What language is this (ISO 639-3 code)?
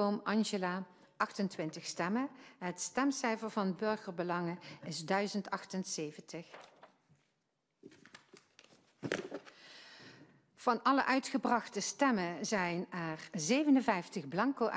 nld